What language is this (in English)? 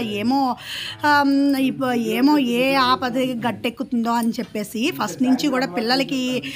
Telugu